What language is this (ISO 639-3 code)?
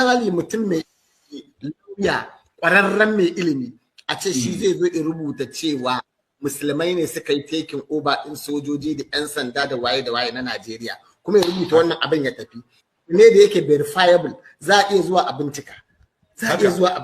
hau